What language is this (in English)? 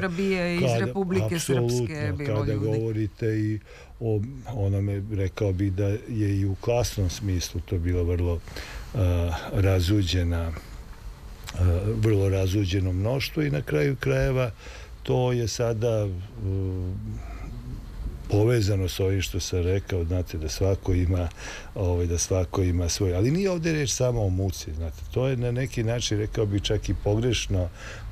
Serbian